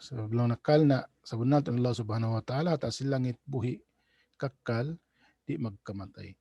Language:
Tausug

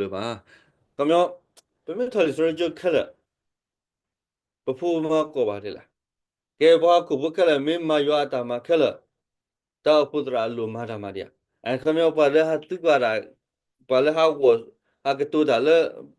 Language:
S'gaw Karen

